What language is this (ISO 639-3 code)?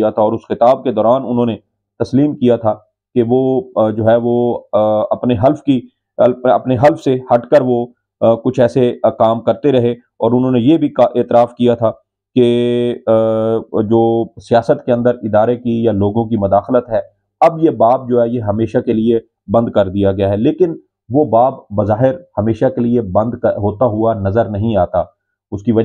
urd